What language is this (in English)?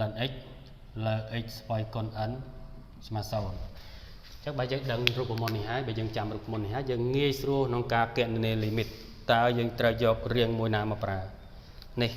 Khmer